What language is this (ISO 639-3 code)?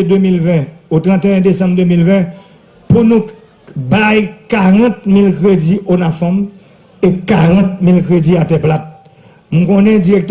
hat